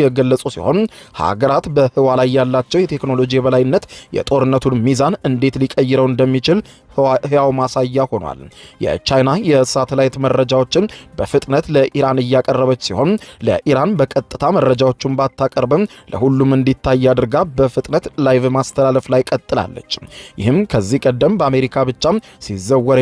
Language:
Amharic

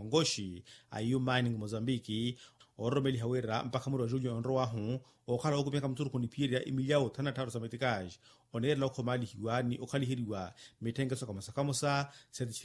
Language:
Makhuwa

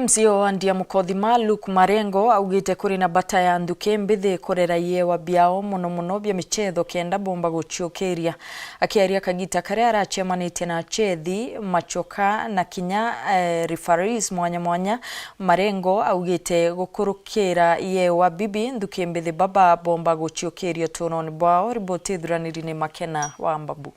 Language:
Meru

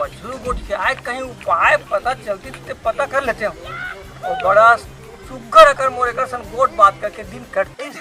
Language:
Chhattisgarhi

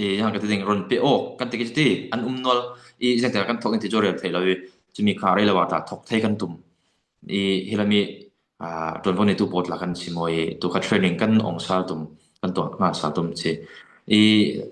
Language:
Falam Chin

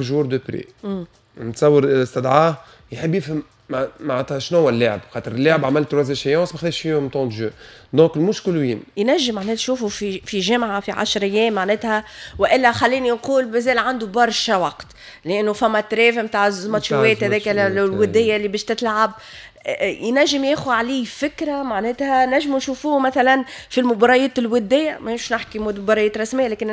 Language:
Tunisian Arabic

